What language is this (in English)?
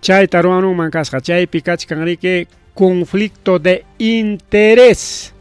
Ayacucho Quechua